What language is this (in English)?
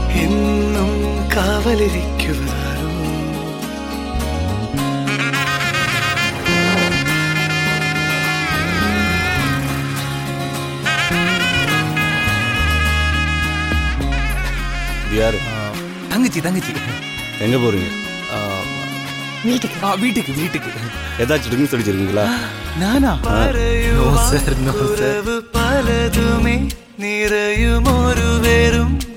Malayalam